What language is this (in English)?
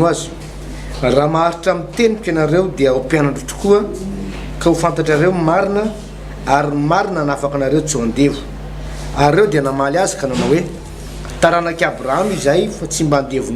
Malagasy